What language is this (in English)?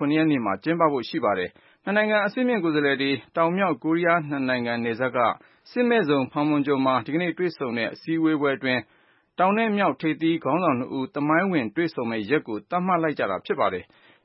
Burmese